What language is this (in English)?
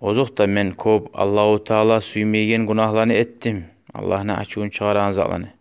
Kumyk